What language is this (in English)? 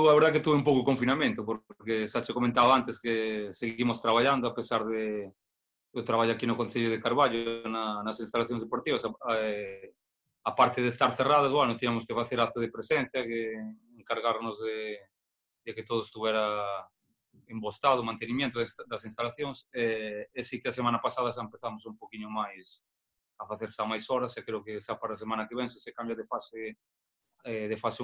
Galician